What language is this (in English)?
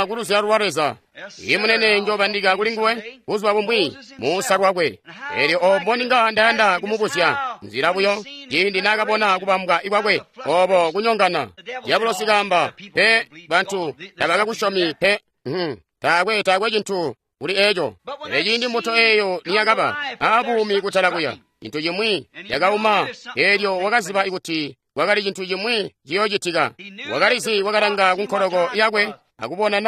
Tonga (Zambia)